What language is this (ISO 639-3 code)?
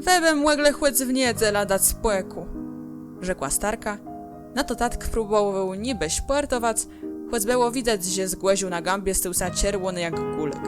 csb